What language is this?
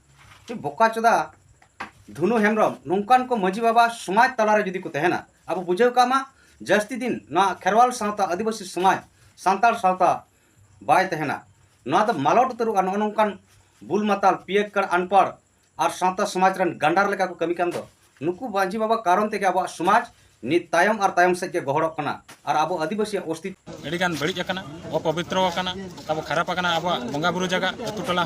Santali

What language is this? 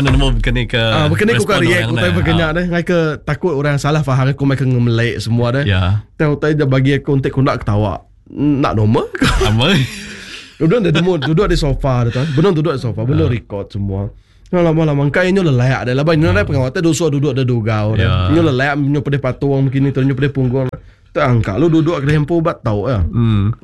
Iban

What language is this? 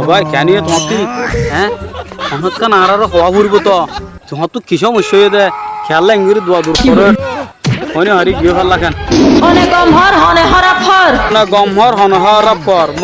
Rohingya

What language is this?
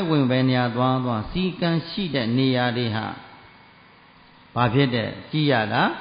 Burmese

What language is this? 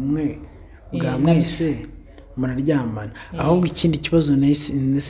Kinyarwanda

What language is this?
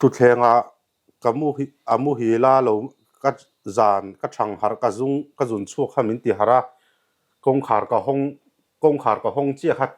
Mizo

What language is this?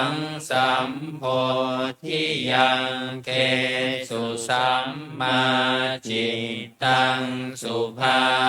Pali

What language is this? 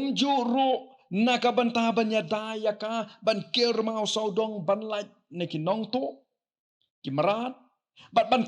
Khasi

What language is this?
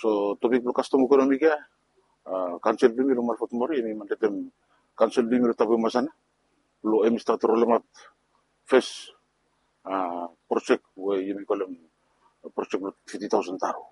Bislama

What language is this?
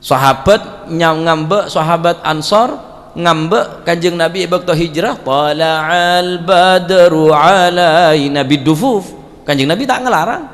Madurese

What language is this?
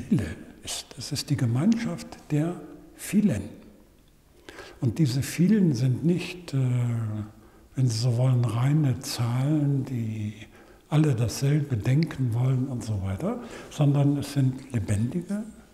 German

